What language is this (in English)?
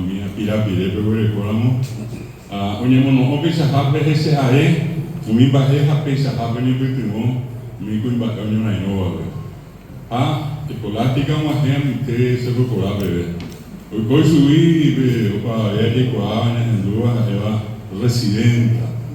Guarani